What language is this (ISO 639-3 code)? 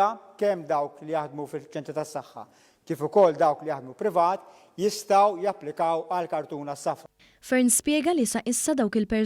mlt